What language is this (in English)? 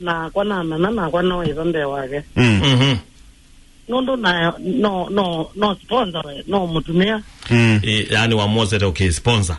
Kamba